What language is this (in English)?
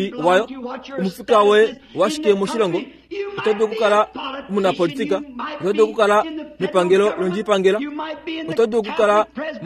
Kuanyama